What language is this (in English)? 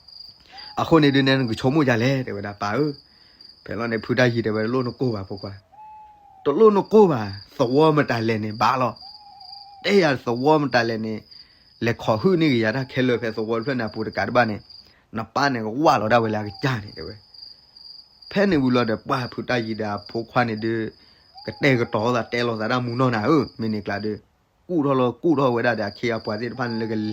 S'gaw Karen